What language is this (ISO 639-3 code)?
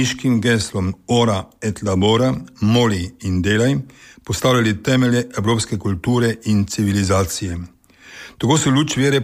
slv